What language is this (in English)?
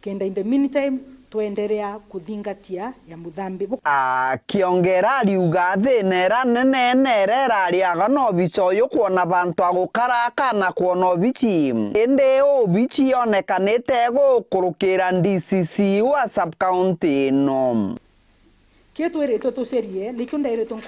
Meru